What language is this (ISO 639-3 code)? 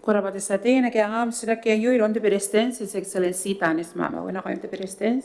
gil